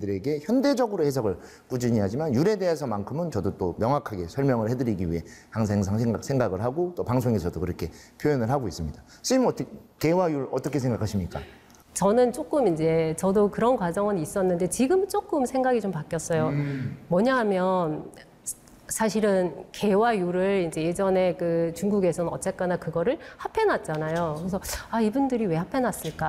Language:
Korean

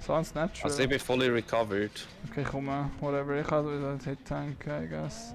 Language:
Swiss German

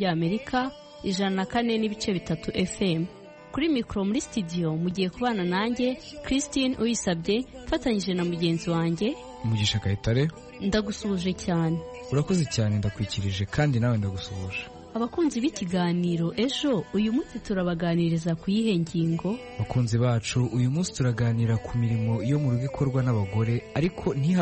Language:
Kinyarwanda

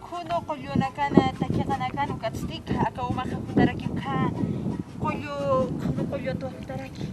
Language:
Aymara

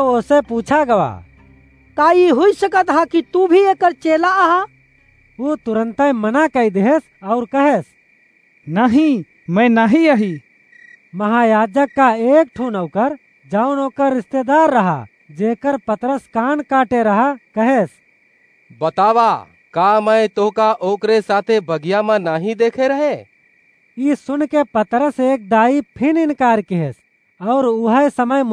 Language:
Awadhi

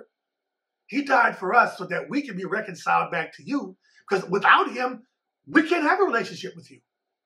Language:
English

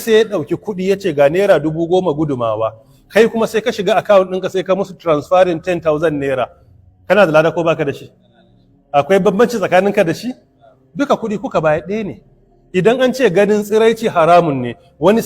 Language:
Hausa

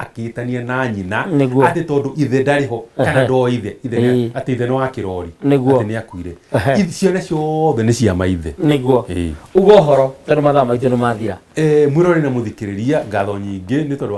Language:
Kikuyu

